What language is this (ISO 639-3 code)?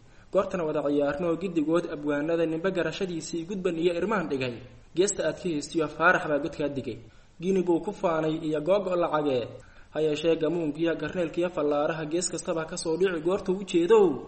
som